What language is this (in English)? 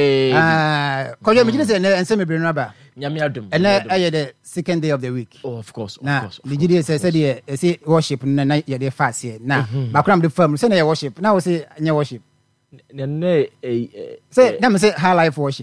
Akan